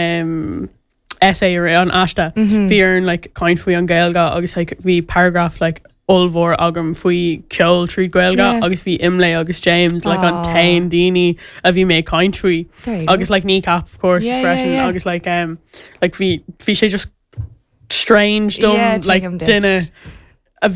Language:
Irish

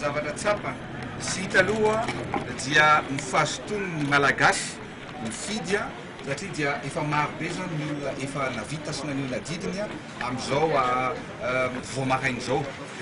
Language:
Malagasy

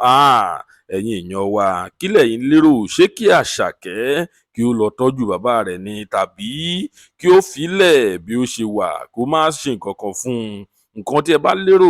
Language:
Yoruba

